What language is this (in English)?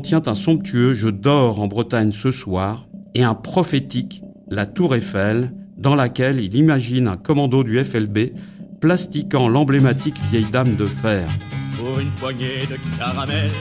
French